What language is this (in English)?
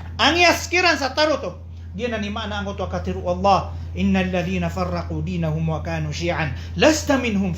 Maranao